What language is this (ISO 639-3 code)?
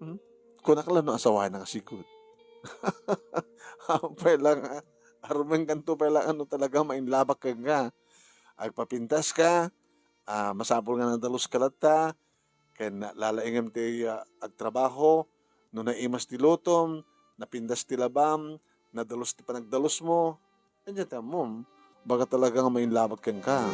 ilo